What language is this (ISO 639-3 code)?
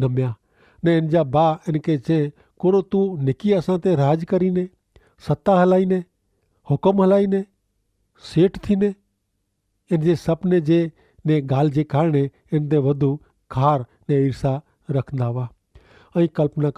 kfr